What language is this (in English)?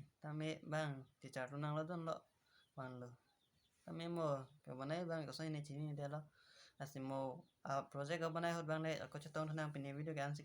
Karbi